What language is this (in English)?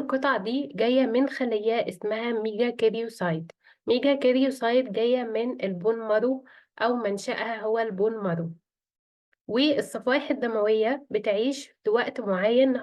Egyptian Arabic